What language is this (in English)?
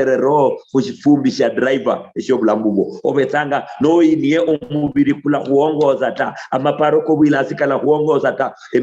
Luyia